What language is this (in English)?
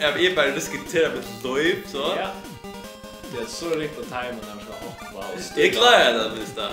Faroese